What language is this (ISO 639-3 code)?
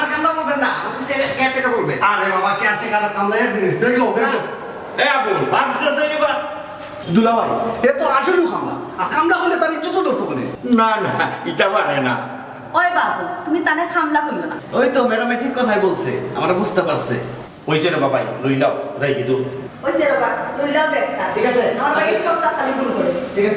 syl